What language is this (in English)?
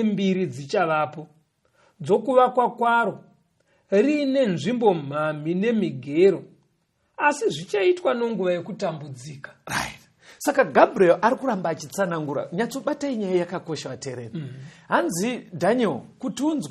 Shona